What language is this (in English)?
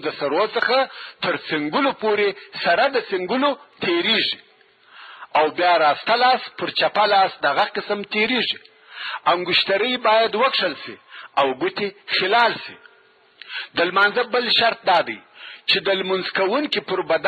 Pashto